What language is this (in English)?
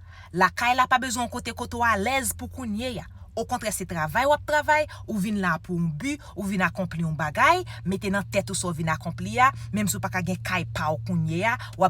Haitian Creole